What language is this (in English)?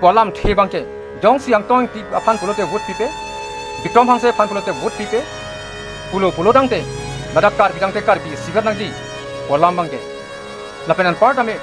Karbi